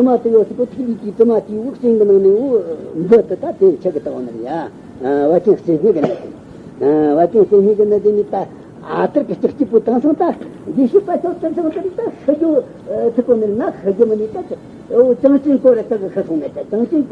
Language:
Tibetan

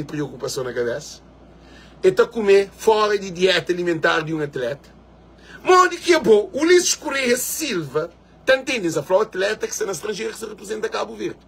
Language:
Kabuverdianu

